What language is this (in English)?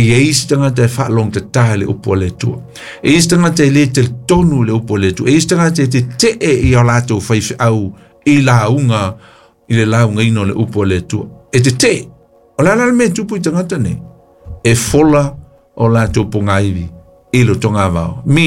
Samoan